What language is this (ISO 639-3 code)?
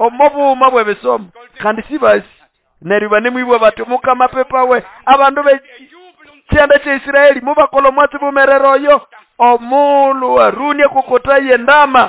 nnb